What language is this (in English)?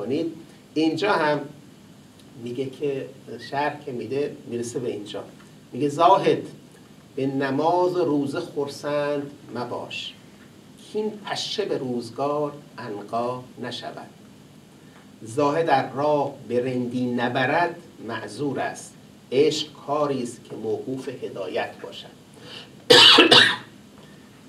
Persian